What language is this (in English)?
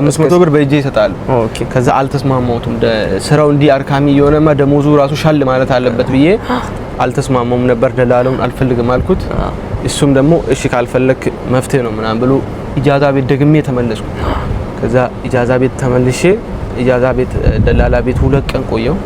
Amharic